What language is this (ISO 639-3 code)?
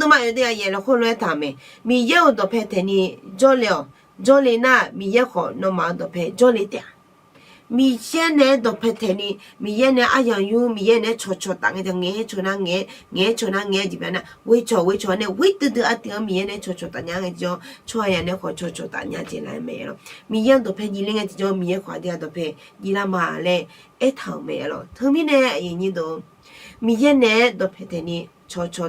ahk